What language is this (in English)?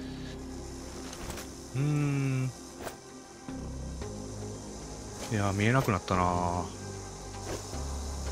Japanese